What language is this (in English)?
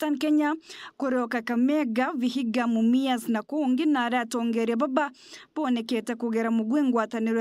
Meru